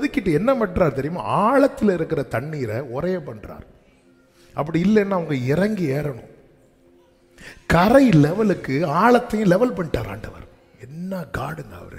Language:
Tamil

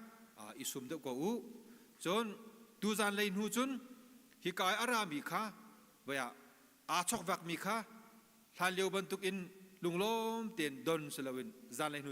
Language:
Hakha Chin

